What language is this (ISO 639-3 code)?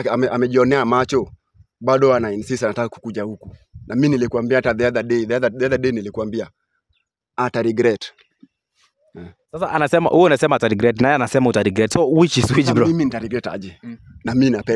swa